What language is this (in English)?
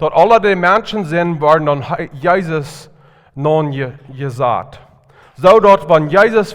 Plautdietsch